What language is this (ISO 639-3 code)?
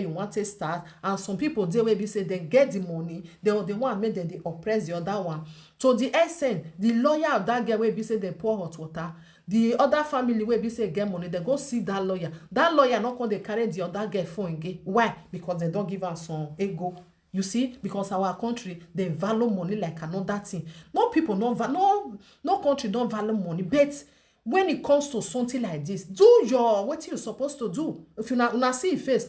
pcm